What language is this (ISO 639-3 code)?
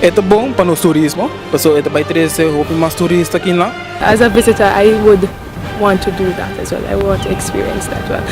pap